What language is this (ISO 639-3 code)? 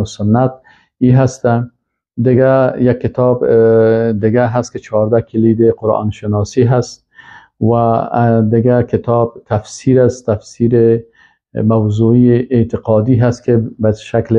fas